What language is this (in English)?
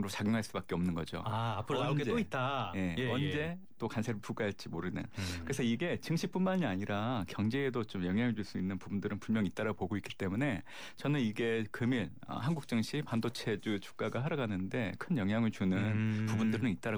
Korean